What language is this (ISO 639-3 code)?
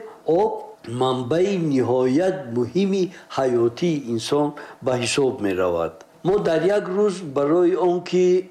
tgk